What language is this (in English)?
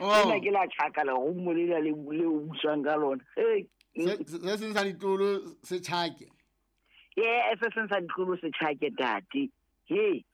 Southern Sotho